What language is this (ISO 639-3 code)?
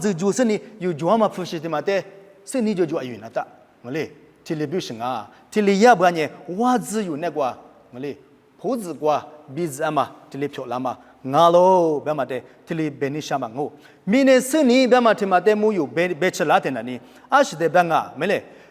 lis